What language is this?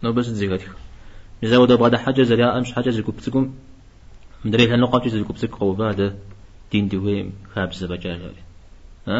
Kabardian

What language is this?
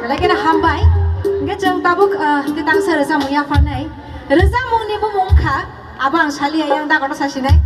Kok Borok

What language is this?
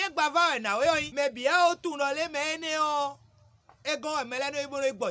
Fon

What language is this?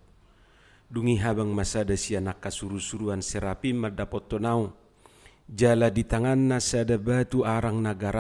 Batak Toba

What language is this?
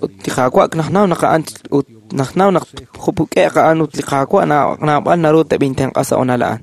Kekchí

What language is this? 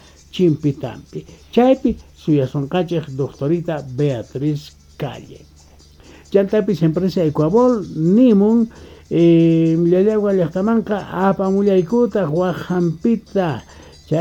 Quechua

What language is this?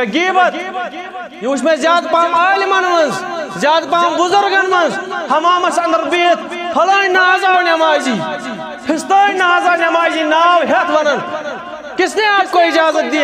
Kashmiri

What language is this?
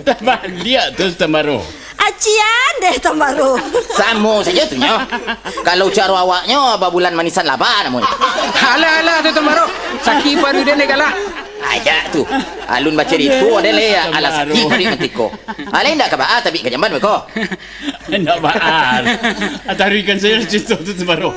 Minangkabau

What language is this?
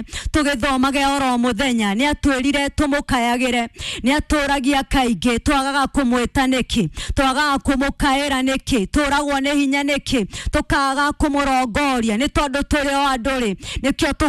Kikuyu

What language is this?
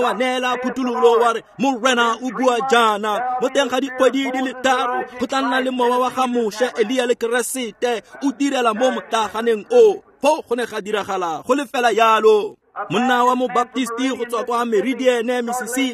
Tswana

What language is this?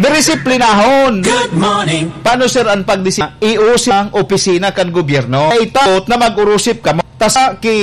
Bikol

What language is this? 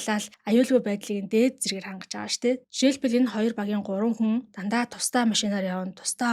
Mongolian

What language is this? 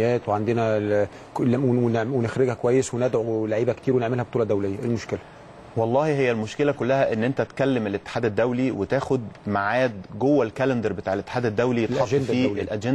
Egyptian Arabic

